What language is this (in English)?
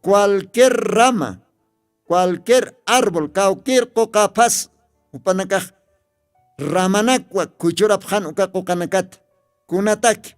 Aymara